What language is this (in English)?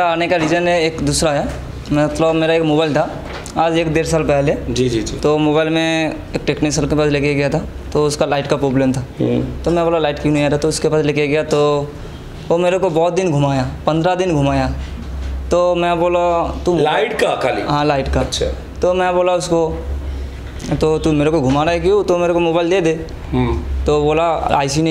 Hindi